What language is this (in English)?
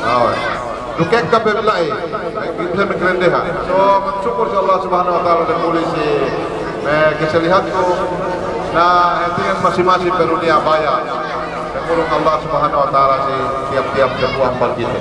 Yakan